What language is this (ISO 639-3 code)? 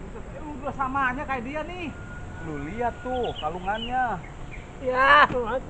bew